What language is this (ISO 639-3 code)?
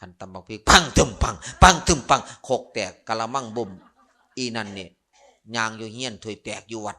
lao